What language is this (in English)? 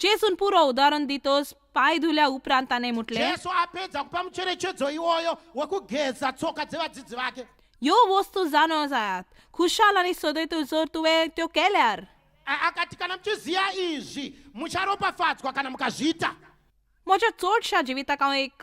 Konkani